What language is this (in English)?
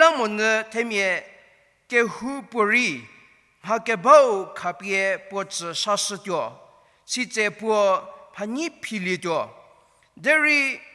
Angami Naga